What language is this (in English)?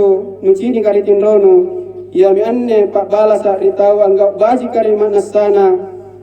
Makasar